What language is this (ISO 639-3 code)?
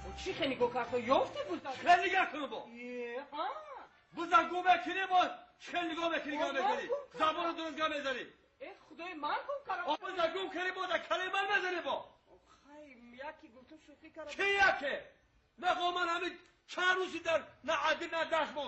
tgk